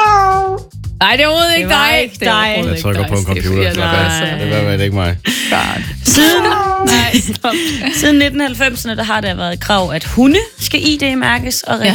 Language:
Danish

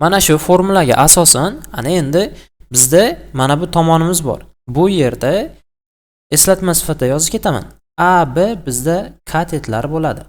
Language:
Uzbek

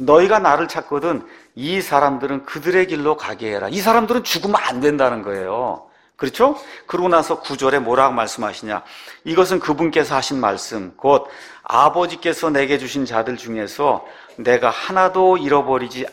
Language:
Korean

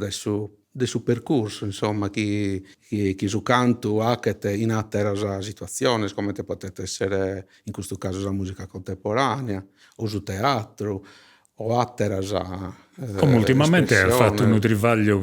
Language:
Sardinian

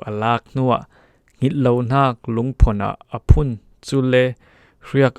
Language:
Falam Chin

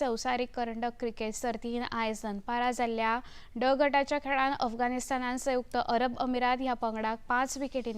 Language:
Konkani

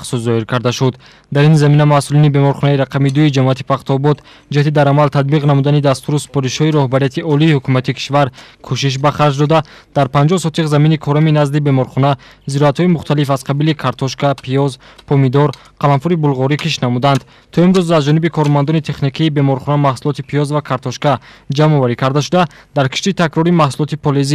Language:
Tajik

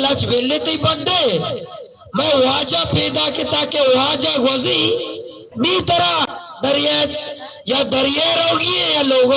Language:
Baluchi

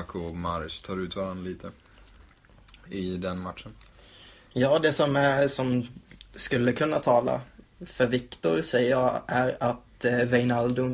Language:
Swedish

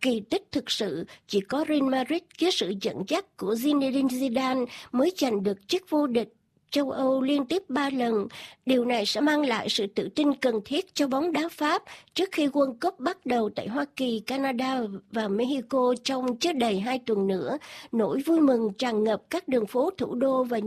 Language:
Vietnamese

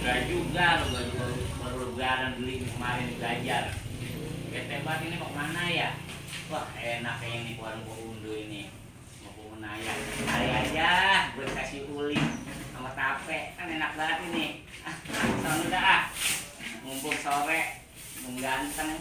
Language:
Betawi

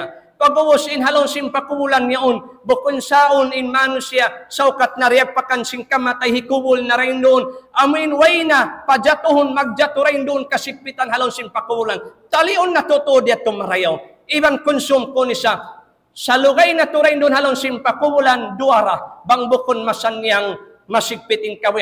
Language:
Tausug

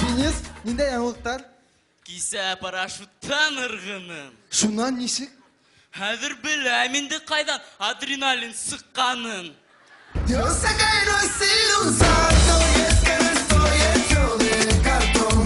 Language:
Bashkir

